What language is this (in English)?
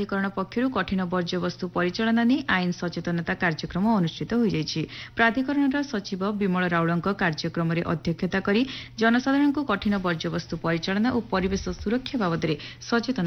Odia